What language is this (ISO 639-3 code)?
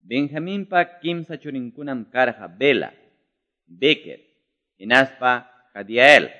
que